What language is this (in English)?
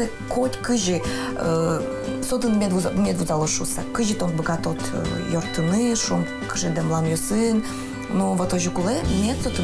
Udmurt